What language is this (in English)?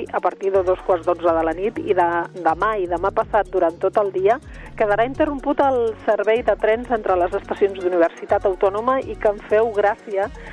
Catalan